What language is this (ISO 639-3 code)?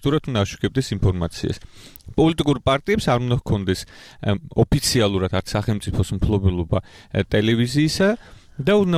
kat